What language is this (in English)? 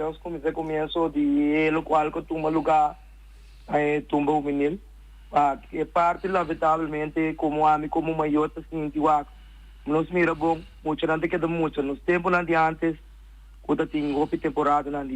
Papiamento